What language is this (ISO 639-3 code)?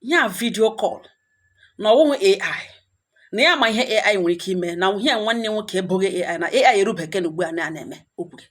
ibo